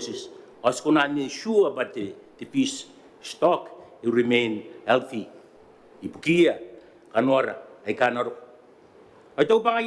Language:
Gilbertese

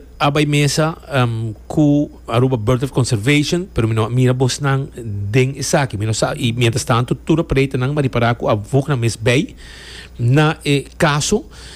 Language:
Papiamento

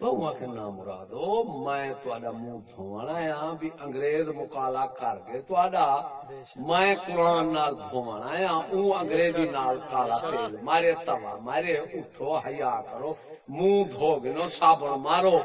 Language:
Saraiki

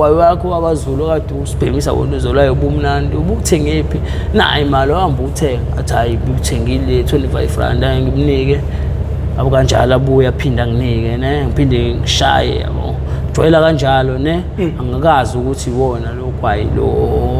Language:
Zulu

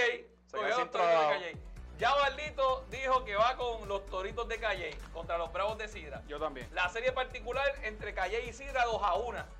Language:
Spanish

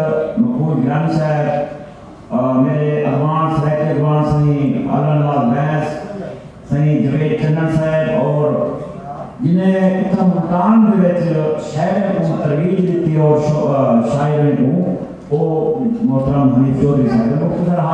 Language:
Saraiki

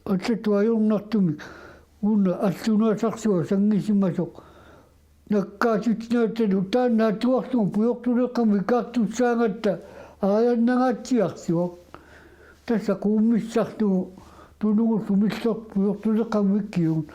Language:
Kalaallisut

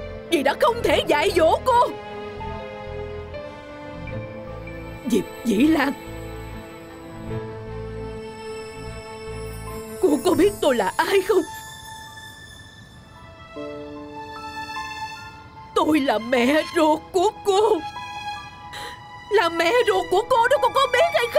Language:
Vietnamese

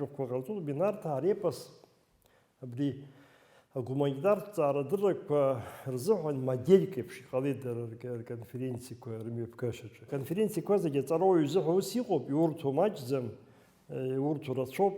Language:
Abkhazian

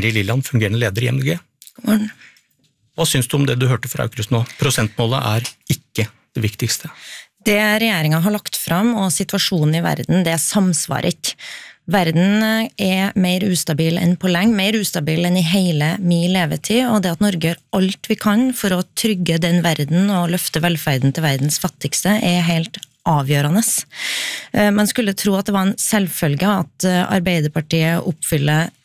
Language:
Norwegian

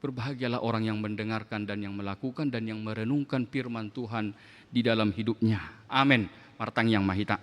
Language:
Batak Toba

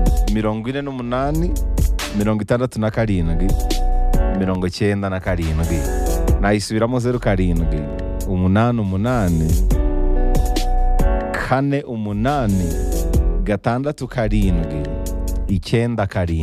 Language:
Kinyarwanda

